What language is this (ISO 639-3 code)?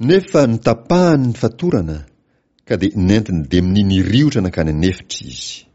mlg